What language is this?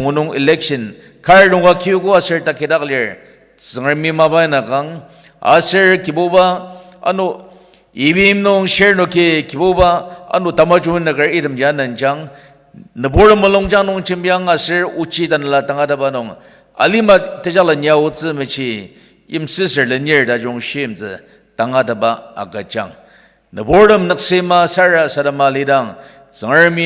Ao Naga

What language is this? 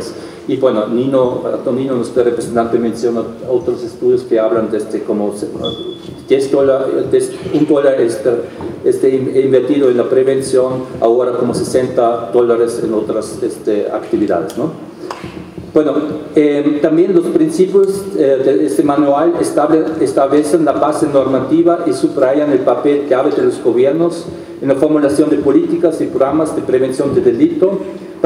Spanish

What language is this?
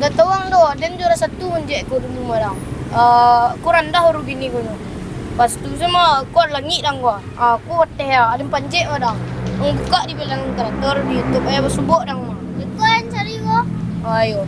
Minangkabau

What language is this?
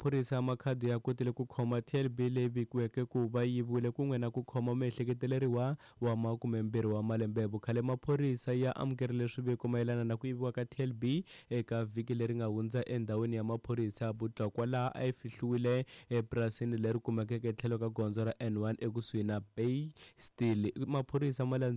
Tsonga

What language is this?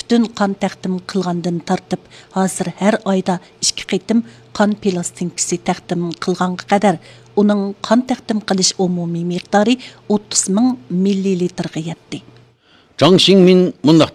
Uyghur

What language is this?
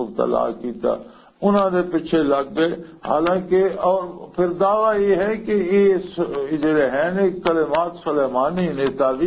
Western Panjabi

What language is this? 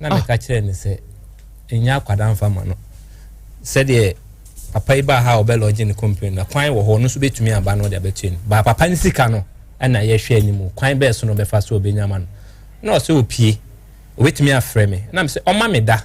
Akan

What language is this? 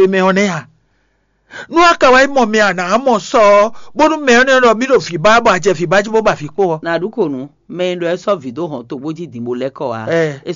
Fon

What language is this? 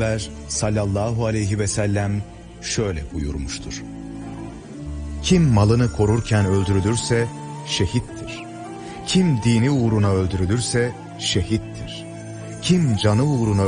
Turkish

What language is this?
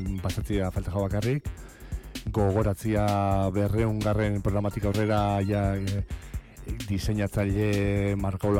Basque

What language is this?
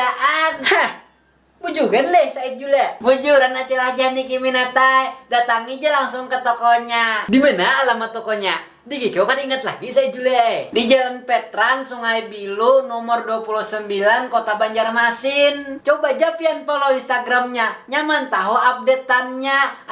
Banjar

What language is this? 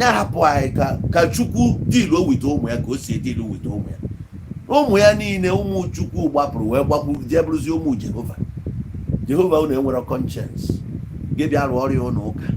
Igbo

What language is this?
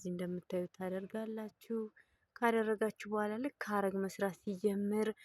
Amharic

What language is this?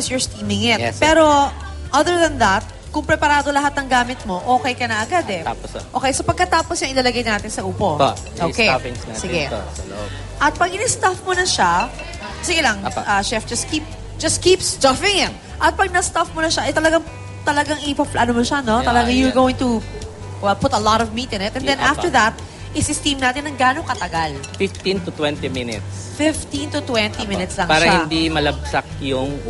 Filipino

